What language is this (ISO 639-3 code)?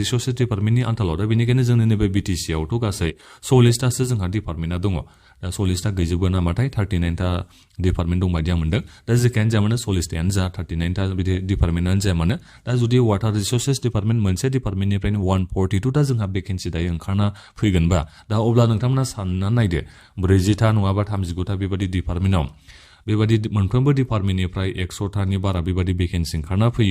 brx